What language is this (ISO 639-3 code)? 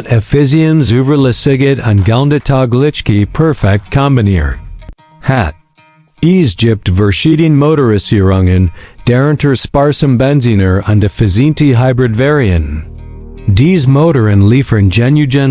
gsw